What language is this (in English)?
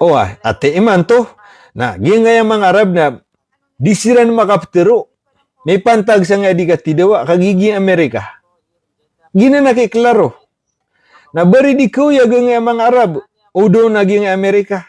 Maranao